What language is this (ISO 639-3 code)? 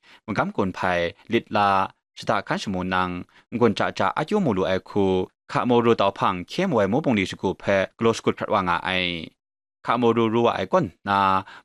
kac